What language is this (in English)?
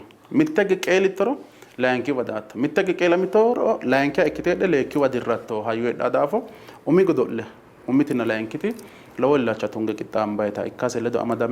Sidamo